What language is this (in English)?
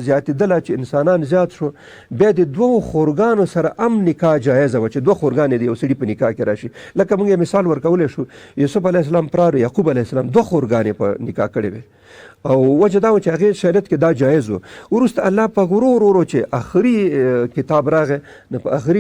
Pashto